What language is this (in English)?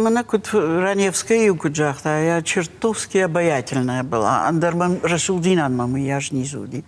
Ossetic